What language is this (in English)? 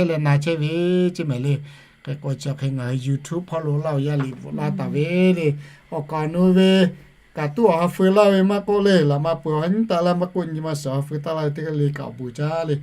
Lahu